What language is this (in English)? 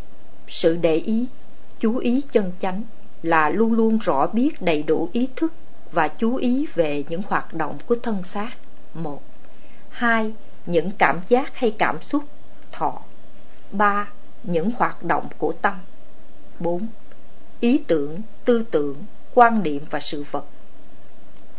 Vietnamese